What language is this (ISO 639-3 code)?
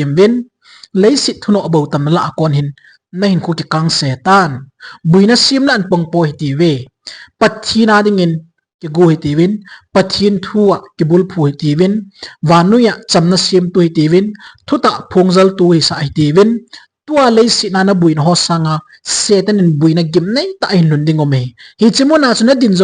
tcz